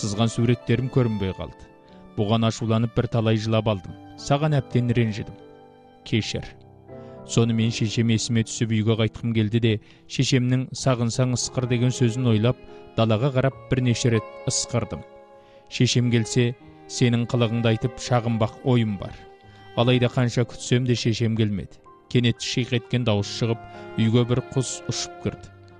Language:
Kazakh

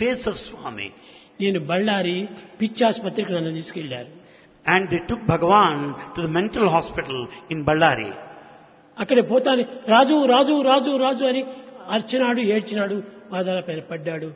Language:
Telugu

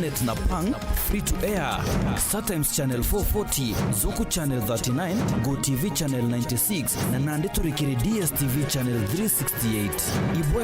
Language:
Meru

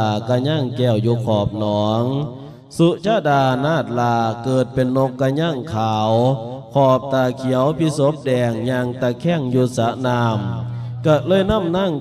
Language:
Lao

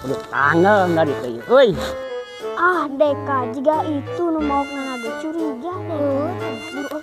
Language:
Sundanese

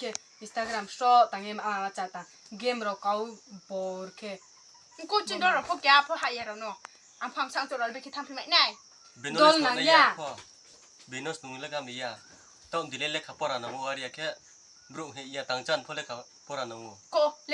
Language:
Riang (India)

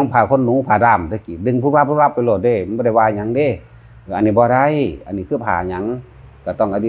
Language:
Northeastern Thai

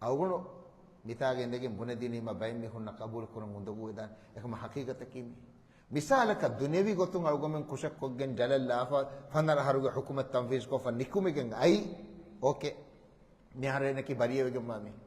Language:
Divehi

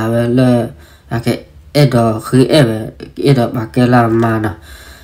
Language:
S'gaw Karen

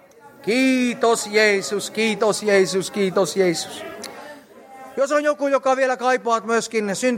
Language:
Finnish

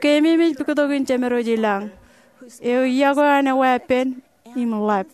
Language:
Marshallese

